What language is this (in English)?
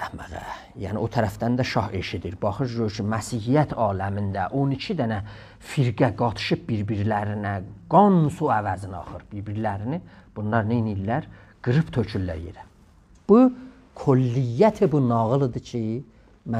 South Azerbaijani